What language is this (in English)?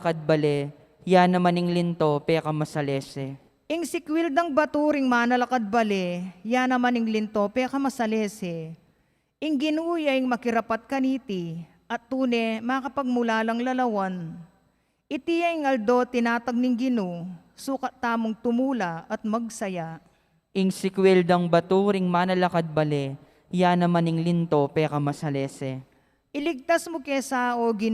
Pampanga